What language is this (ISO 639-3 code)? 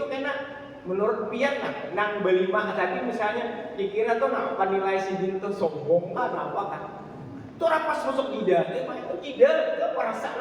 bjn